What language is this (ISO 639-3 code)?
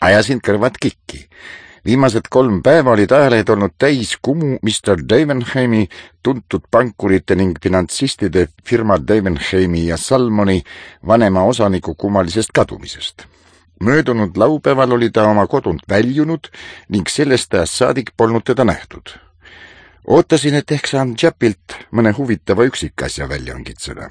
est